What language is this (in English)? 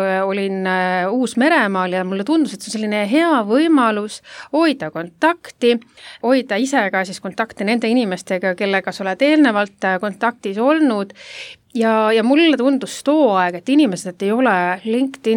Estonian